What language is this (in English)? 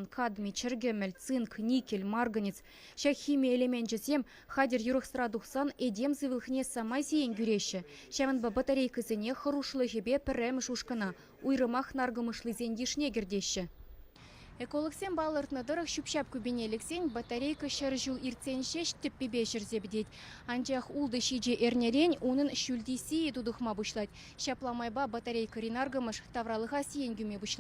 Chuvash